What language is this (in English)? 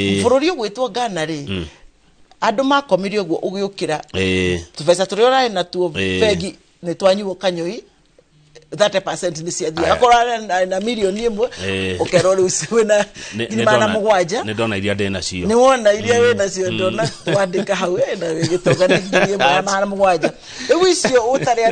Kikuyu